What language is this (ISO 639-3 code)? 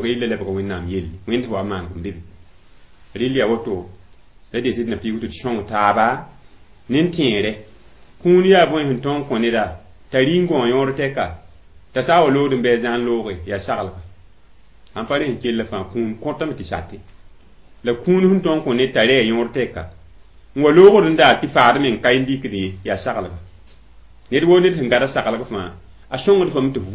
mos